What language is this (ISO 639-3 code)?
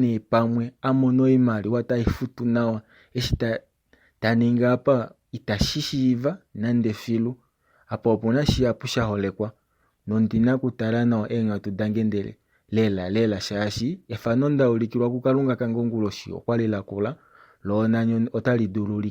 kua